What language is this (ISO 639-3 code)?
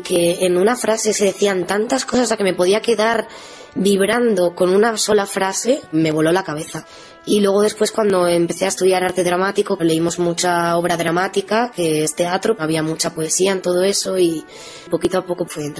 spa